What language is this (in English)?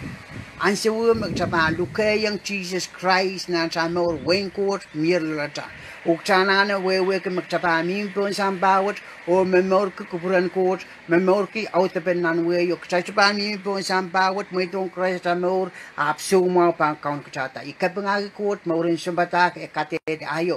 Pohnpeian